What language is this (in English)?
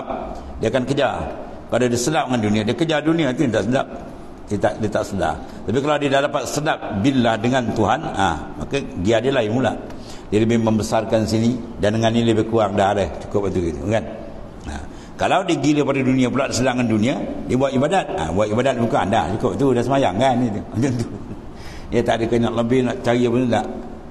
Malay